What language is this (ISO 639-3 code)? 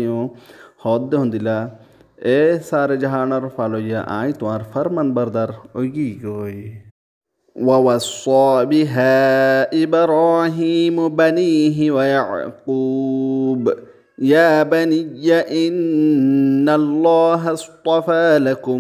rhg